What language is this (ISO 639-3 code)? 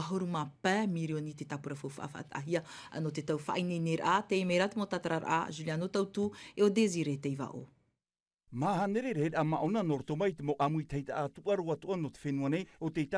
tah